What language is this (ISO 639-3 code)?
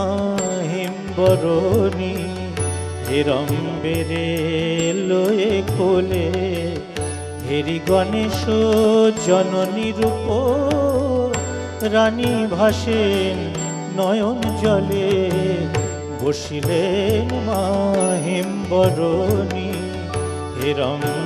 ben